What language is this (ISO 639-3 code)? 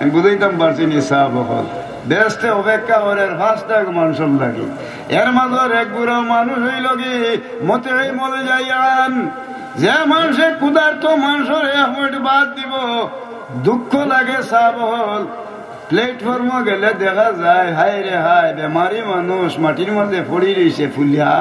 syl